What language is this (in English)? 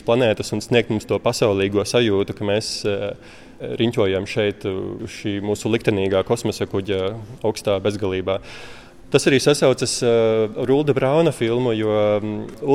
Latvian